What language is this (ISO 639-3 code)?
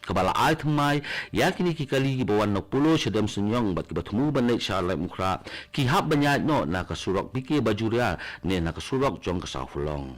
kha